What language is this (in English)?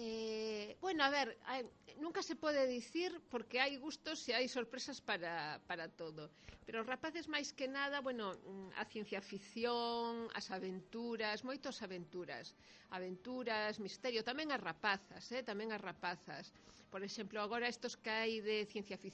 Galician